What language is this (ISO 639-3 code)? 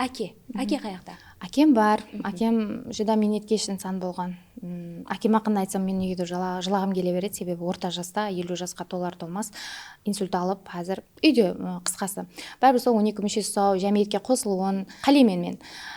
kaa